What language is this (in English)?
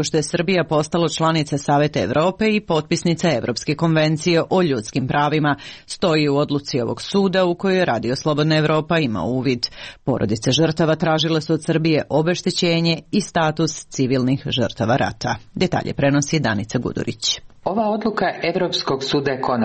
Serbian